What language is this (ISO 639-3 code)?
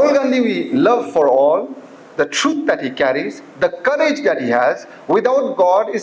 nmf